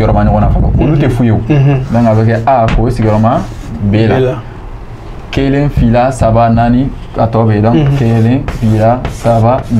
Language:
Bambara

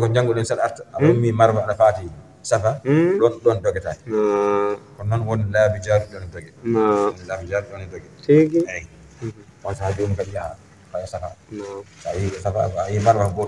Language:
Fula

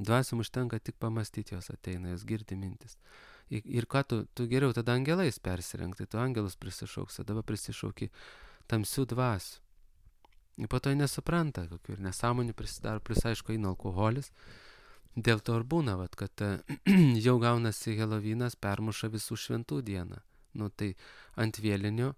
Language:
Lithuanian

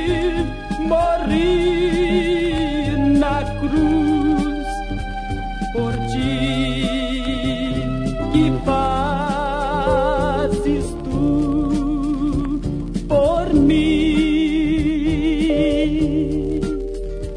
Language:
Portuguese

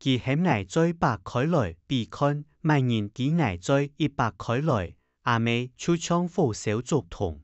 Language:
Hakka Chinese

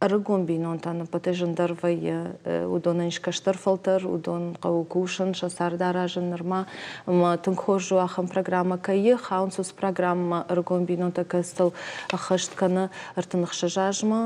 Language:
Ossetic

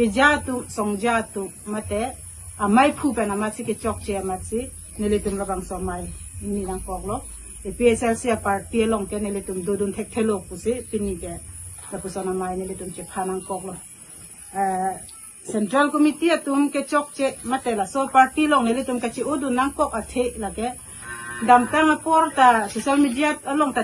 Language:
Karbi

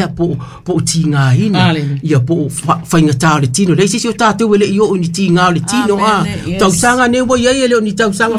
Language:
Samoan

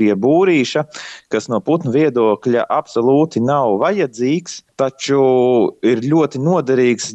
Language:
Latvian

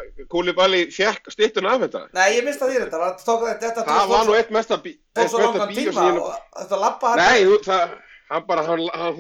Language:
Icelandic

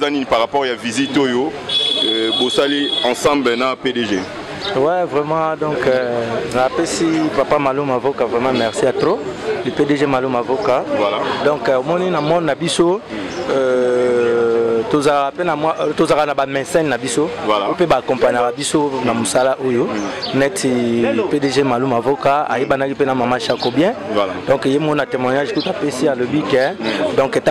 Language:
Lingala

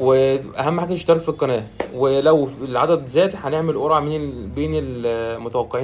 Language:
Egyptian Arabic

